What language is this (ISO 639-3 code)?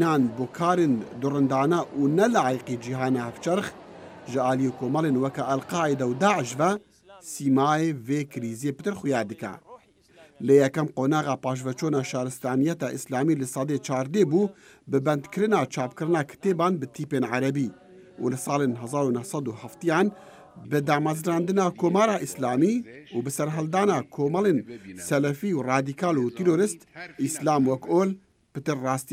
kur